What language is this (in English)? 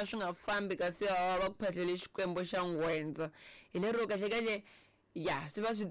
Tsonga